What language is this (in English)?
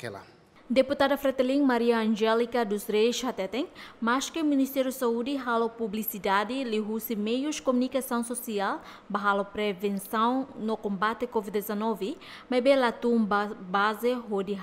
Tetum